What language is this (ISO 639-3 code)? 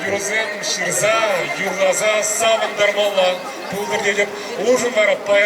chv